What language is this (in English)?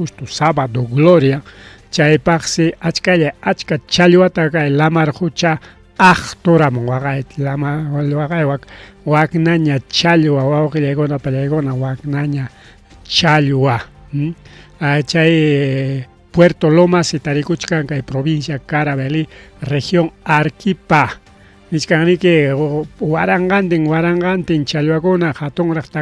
Ayacucho Quechua